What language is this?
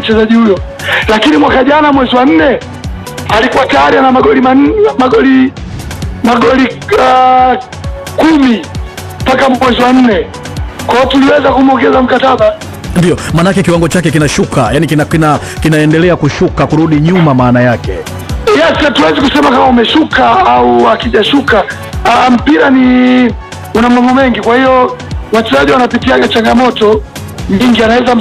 Swahili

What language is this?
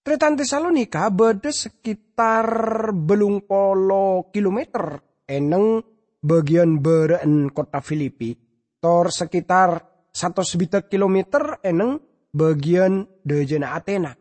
Madurese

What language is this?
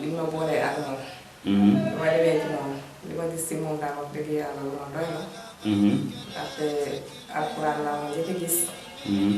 Wolof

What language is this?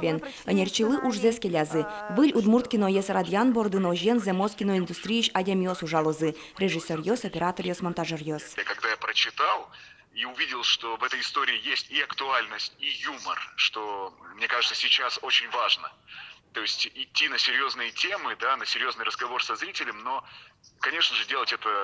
Udmurt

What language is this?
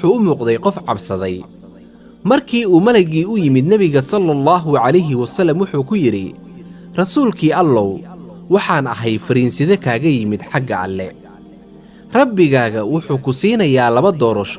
Somali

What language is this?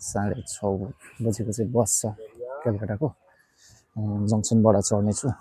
Nepali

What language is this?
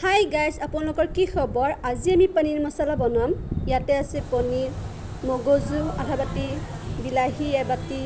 Assamese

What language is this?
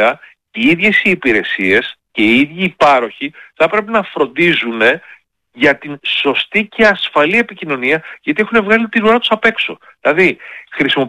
Greek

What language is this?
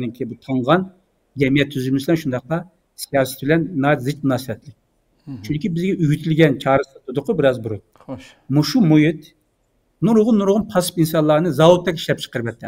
Uyghur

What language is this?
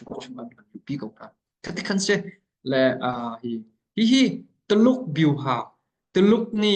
Hakha Chin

